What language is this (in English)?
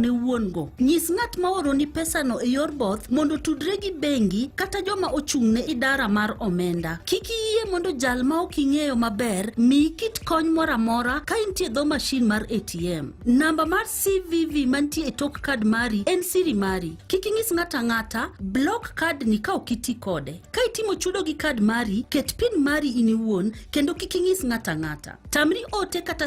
Luo (Kenya and Tanzania)